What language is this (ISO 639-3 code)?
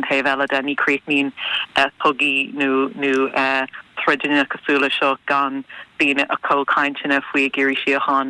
gle